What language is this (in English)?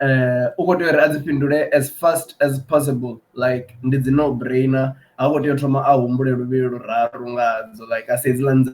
Venda